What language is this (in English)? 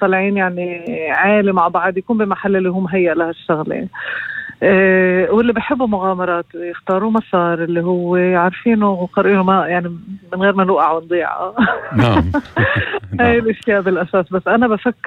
North Levantine Arabic